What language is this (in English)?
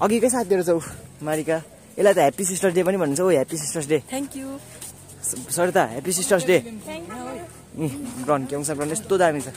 Nepali